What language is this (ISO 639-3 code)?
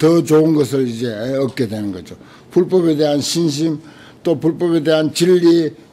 kor